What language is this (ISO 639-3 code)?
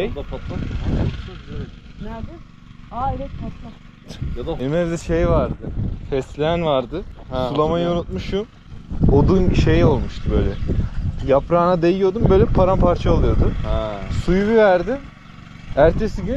tur